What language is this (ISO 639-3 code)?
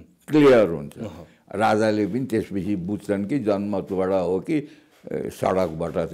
nep